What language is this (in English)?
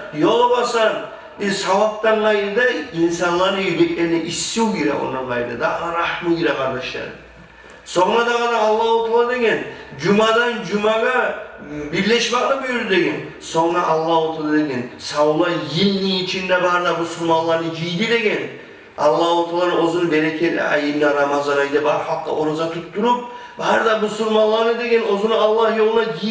Kumyk